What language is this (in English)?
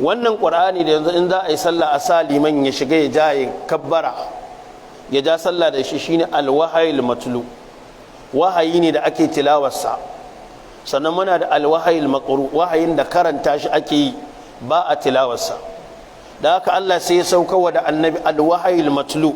Hausa